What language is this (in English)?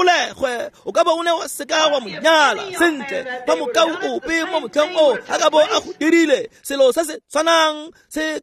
Tswana